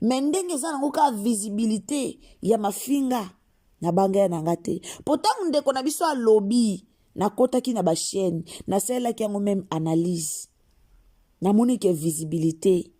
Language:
Lingala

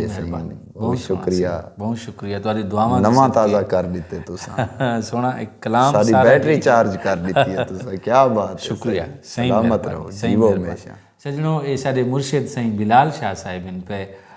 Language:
Saraiki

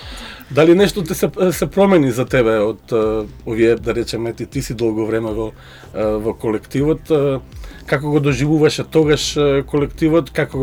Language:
Macedonian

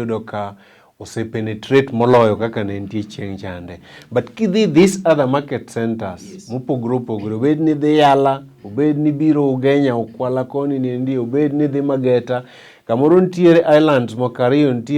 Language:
Luo (Kenya and Tanzania)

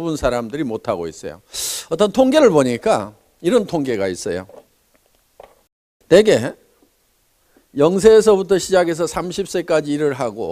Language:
Korean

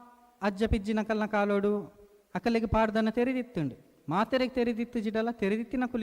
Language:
Tulu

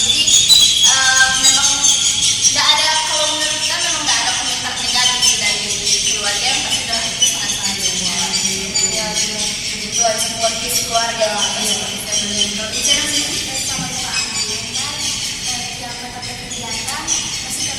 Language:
Manado Malay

